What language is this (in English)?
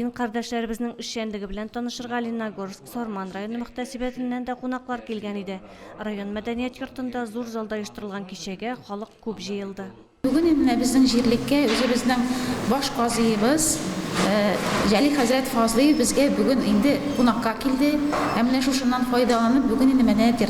Tatar